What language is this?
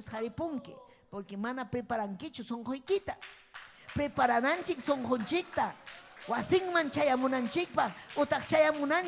Ayacucho Quechua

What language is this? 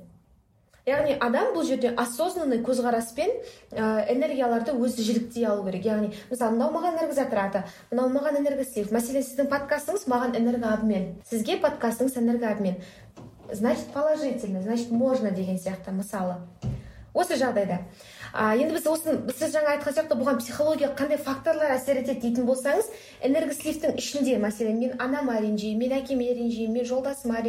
Kazakh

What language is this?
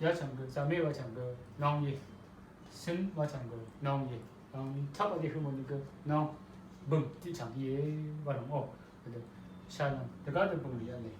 Rawang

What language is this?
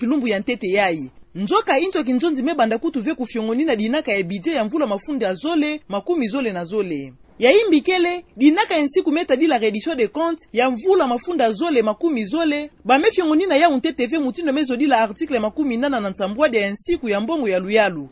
Kituba (Democratic Republic of Congo)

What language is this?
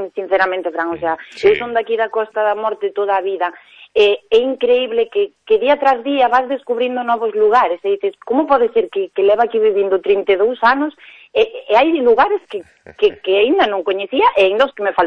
Galician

